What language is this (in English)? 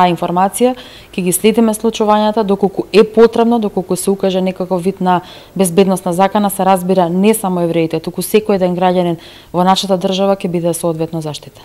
Macedonian